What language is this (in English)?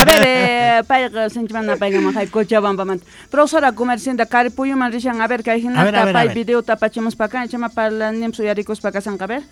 Quechua